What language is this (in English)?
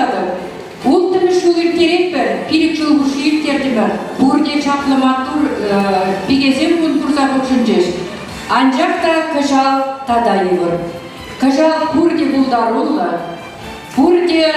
Chuvash